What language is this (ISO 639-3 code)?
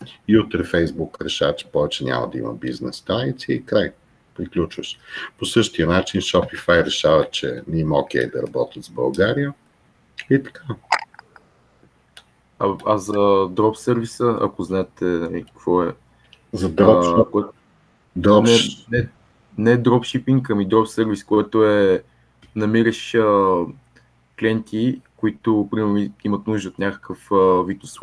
bul